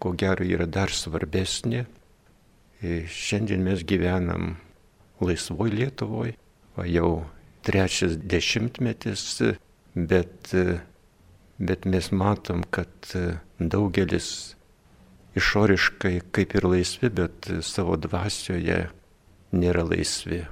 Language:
Lithuanian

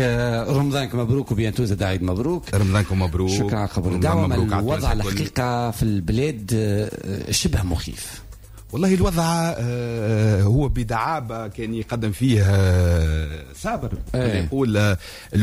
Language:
Tunisian Arabic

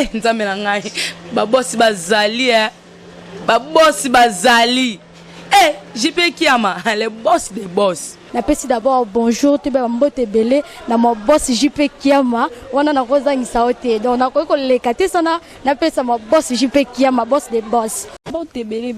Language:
Lingala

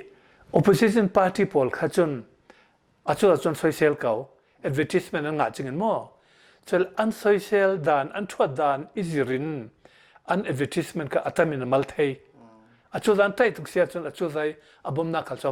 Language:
Hakha Chin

